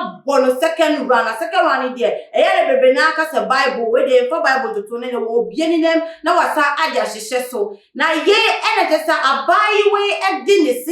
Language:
Akan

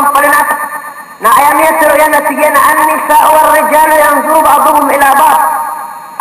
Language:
Maranao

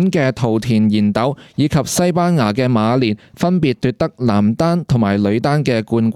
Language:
Cantonese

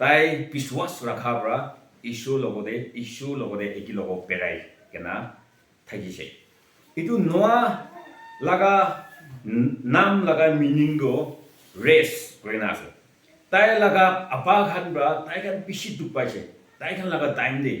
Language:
Naga Pidgin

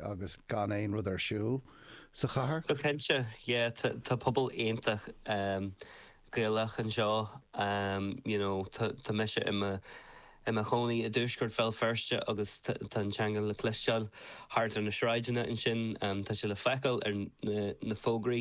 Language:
Irish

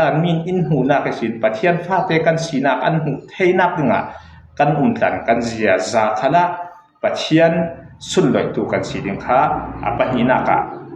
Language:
Falam Chin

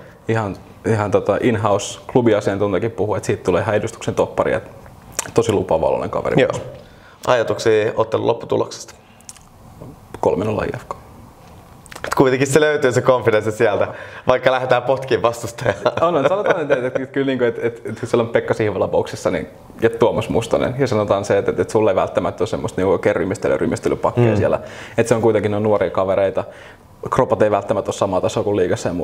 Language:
Finnish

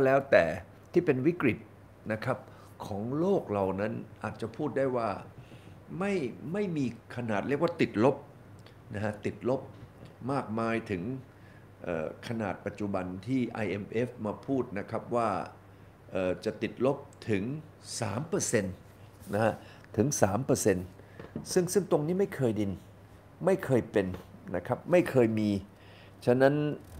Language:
Thai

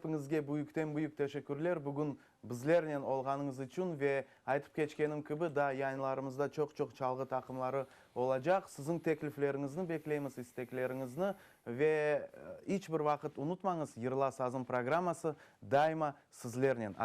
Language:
Crimean Tatar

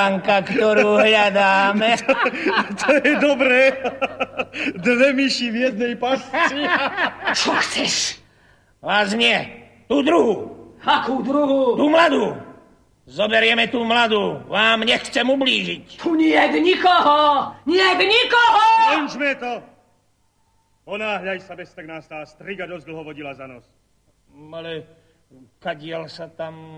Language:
Slovak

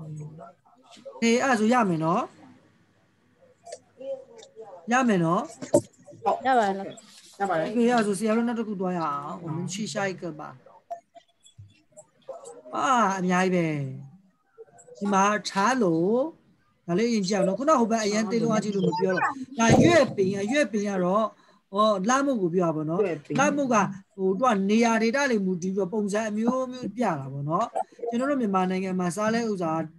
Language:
Burmese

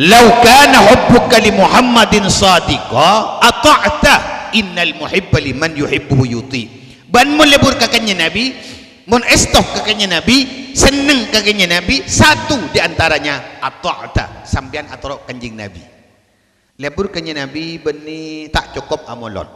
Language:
Madurese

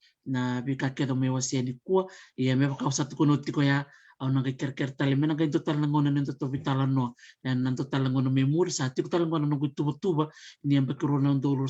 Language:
Fijian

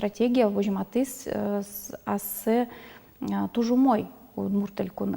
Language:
Udmurt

